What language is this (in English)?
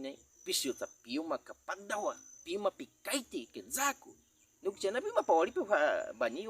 Baniwa